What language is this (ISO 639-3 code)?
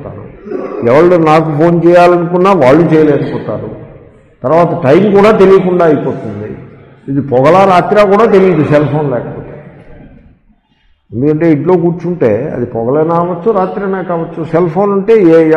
tel